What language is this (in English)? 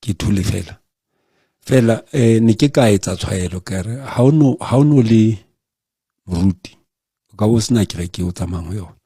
Southern Sotho